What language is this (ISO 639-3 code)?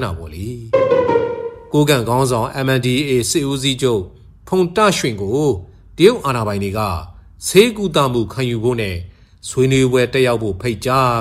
mya